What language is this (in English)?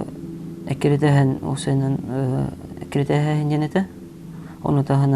Yakut